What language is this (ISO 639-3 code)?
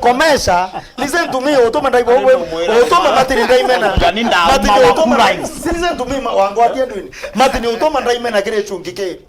mer